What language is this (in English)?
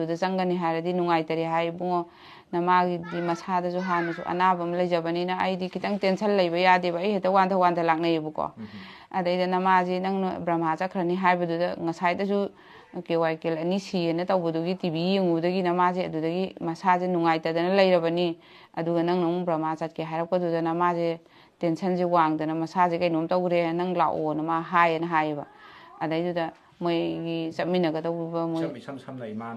Manipuri